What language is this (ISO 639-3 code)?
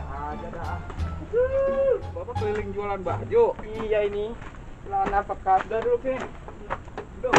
bew